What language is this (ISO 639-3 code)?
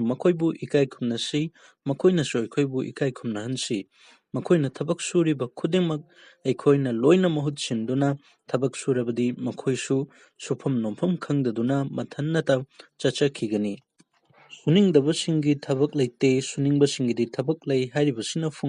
mni